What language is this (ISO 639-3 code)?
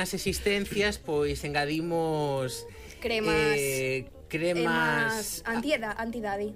glg